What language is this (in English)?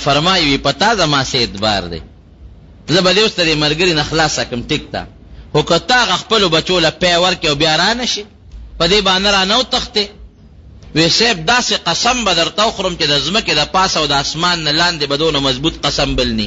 Pashto